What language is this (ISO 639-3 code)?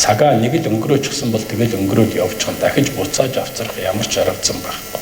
mon